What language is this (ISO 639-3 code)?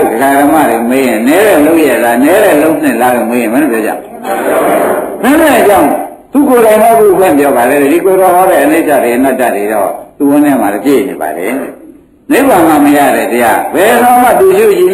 mya